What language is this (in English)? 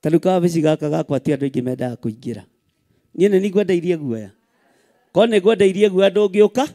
Kikuyu